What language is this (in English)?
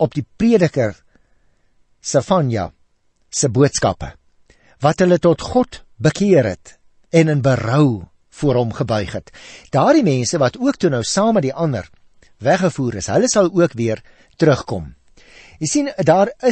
Afrikaans